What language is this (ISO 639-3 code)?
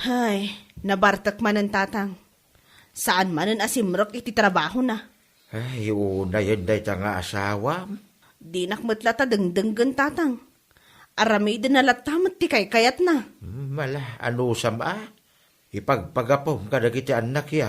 ilo